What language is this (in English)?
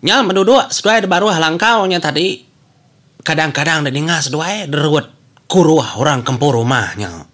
Iban